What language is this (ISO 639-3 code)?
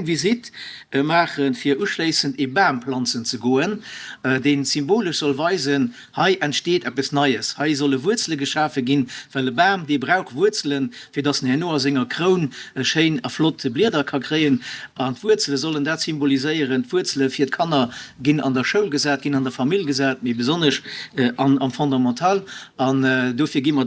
ltz